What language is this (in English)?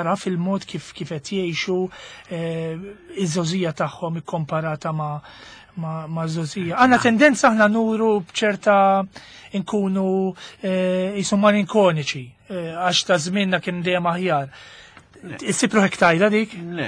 Maltese